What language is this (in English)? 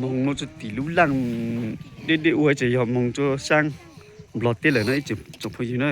Hmong